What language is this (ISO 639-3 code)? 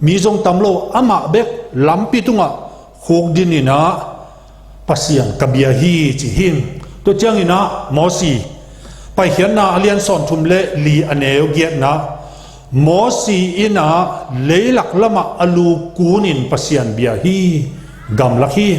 ctd